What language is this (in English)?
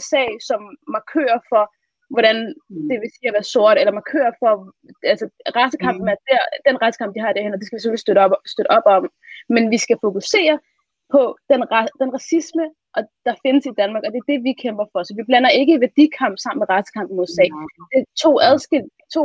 Danish